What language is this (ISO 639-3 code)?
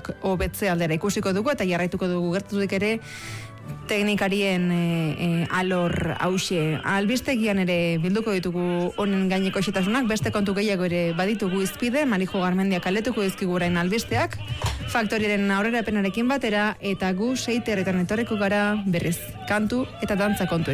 eus